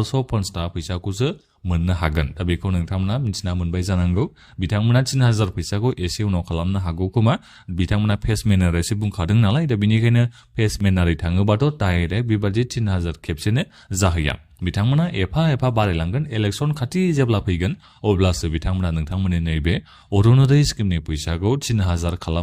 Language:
Bodo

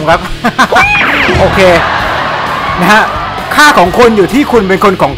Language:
Thai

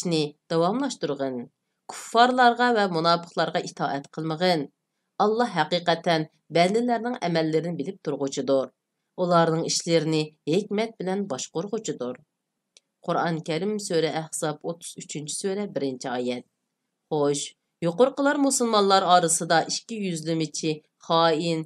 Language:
Uyghur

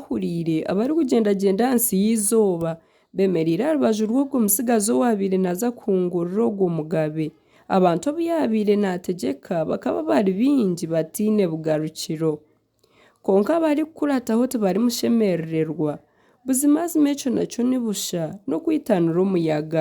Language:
Nyankole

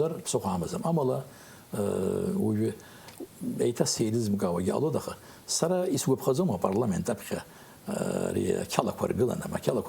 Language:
Abkhazian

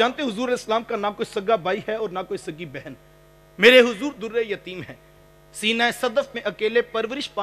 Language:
Urdu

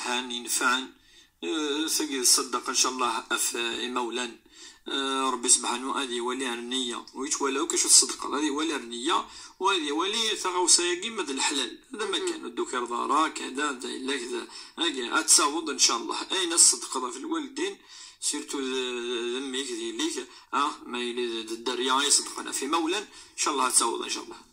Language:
Moroccan Arabic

